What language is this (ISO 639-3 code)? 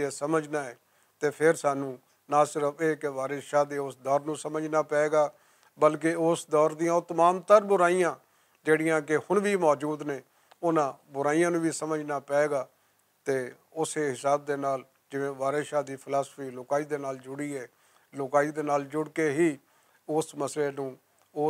lah